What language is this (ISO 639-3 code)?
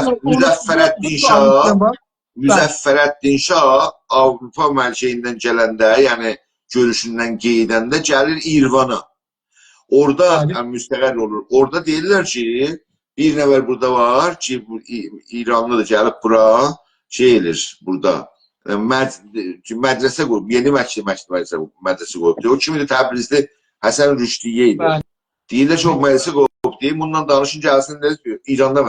azb